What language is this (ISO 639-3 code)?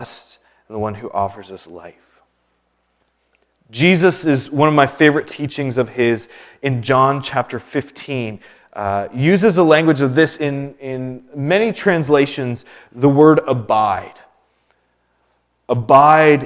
eng